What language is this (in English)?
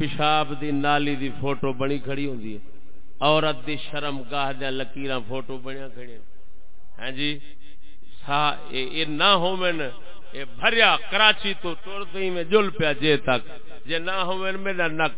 Saraiki